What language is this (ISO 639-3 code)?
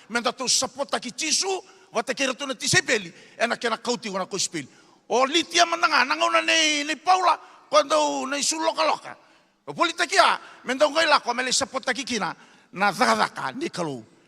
fij